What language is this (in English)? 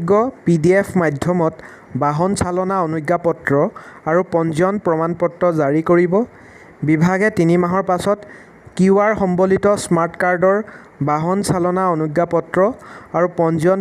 Assamese